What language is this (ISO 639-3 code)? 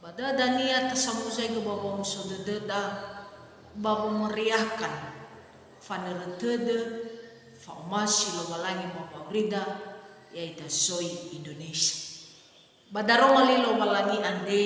nia